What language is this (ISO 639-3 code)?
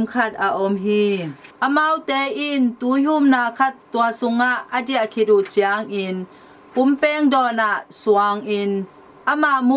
ctd